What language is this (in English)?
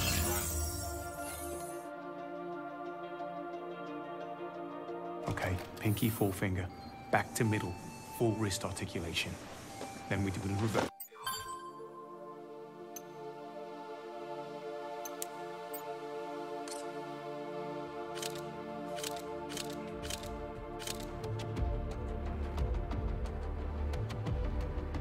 English